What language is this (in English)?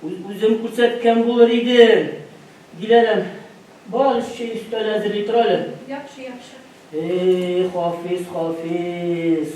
Tatar